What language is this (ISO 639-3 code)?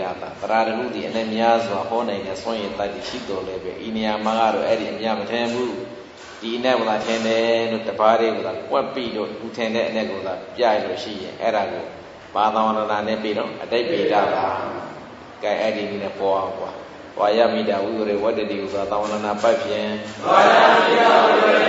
mya